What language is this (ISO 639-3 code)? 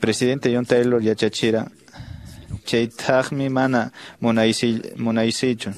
que